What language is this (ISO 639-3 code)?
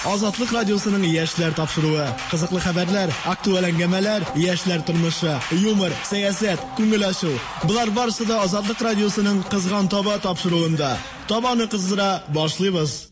tat